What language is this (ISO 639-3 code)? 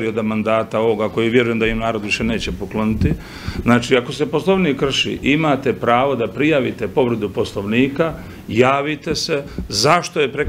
bos